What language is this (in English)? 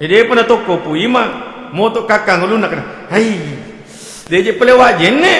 Buginese